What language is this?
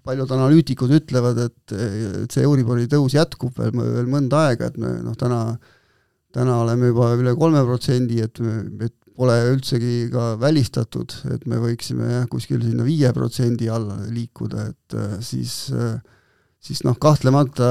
Estonian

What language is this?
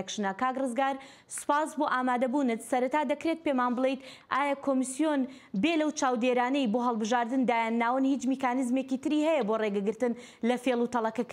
Central Kurdish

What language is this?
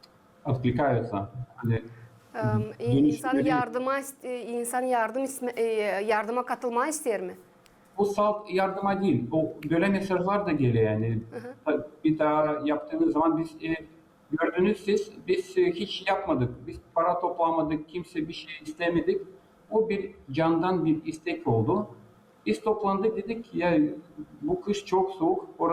Gagauz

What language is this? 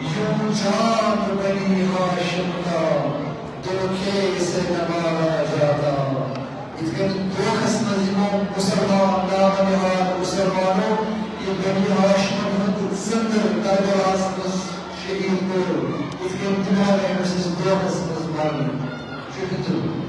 Kashmiri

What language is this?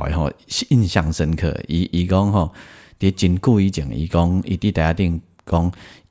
Min Nan Chinese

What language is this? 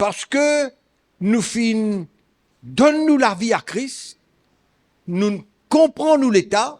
Morisyen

